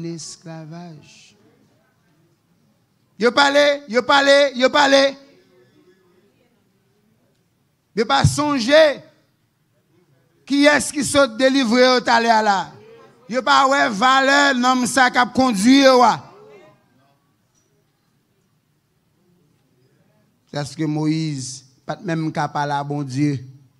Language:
Haitian Creole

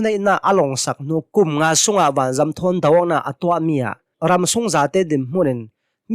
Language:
Hakha Chin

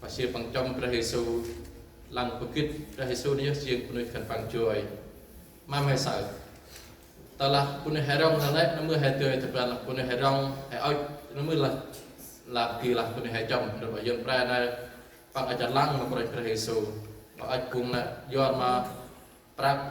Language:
Central Mnong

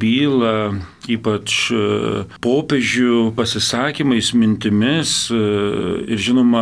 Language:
Lithuanian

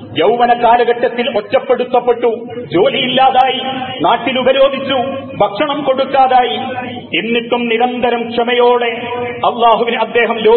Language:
Malayalam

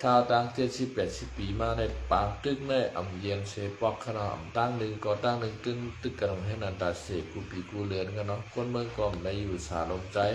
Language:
Shan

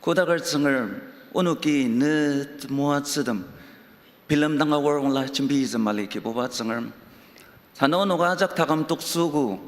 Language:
Ao Naga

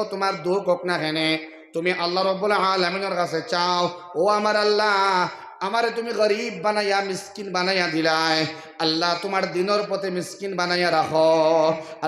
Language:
Sylheti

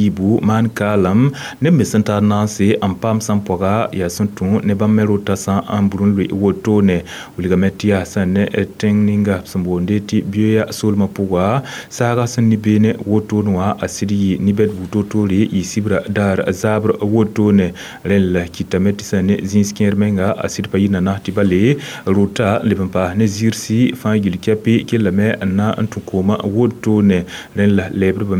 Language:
Mossi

